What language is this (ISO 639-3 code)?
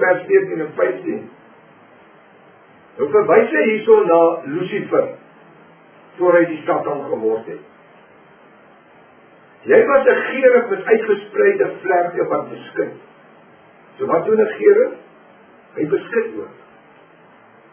afr